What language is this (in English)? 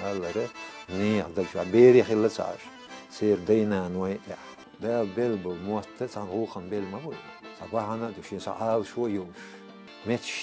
Chechen